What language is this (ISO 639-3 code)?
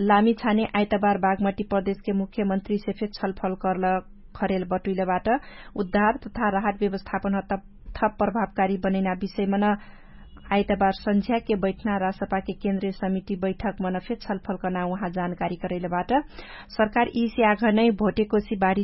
thl